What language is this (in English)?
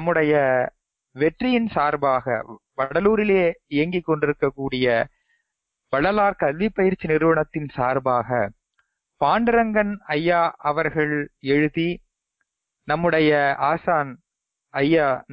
Tamil